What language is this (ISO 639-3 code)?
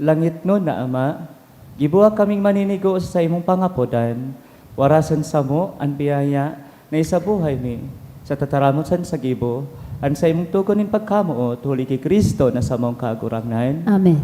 bik